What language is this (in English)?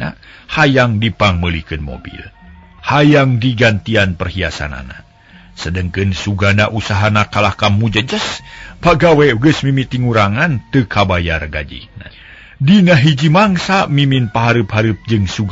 Sundanese